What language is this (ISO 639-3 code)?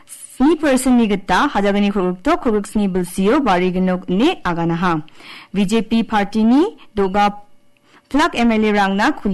grt